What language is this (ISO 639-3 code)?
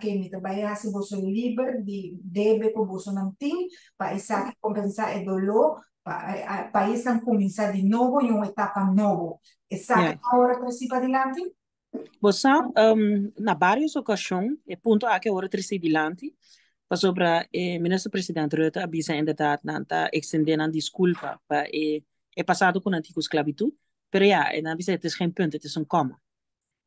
pap